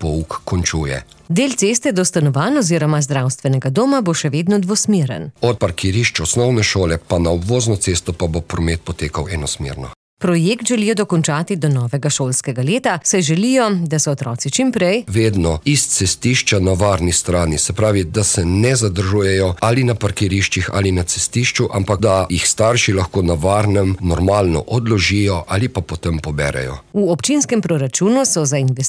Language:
Slovenian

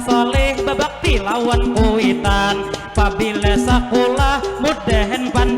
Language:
Banjar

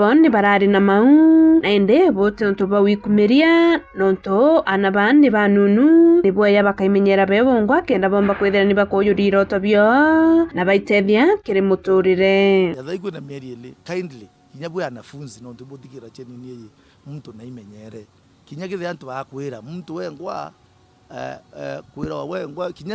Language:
Meru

